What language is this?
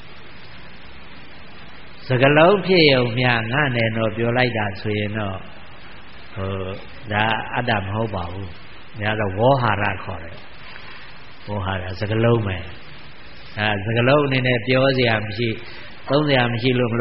Burmese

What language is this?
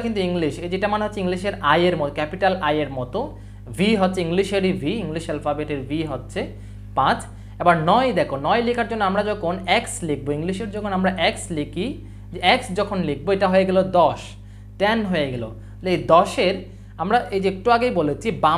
Bangla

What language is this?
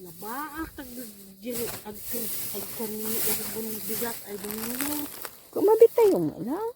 Iloko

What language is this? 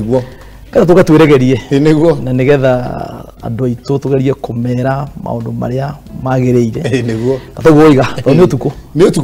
Kikuyu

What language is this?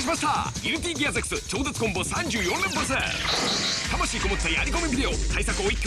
Japanese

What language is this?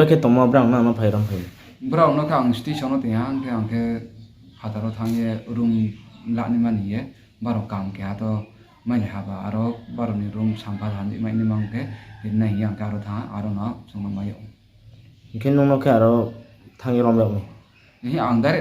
Riang (India)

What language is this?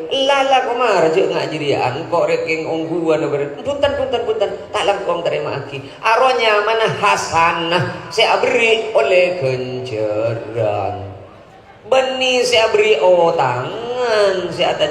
Madurese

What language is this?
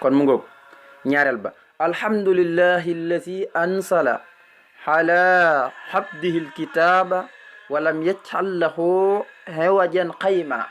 Wolof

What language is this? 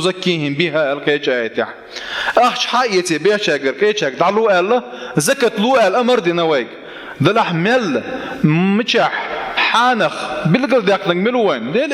Chechen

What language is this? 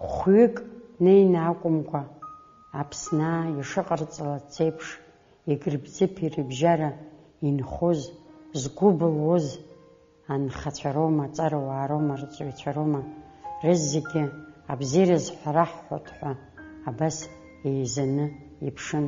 Abkhazian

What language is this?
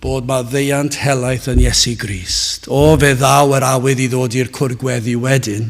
Welsh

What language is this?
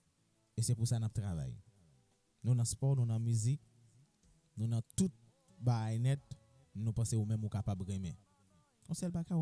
Haitian Creole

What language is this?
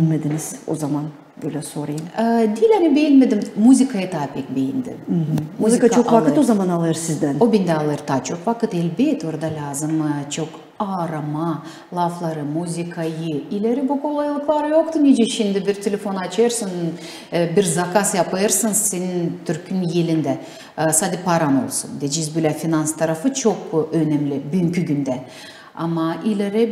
Gagauz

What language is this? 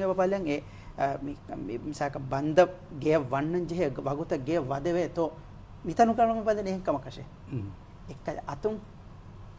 Divehi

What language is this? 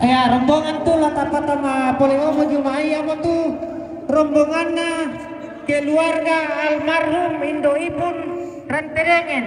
Toraja-Sa'dan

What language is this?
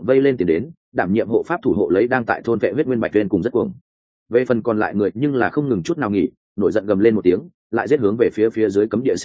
Vietnamese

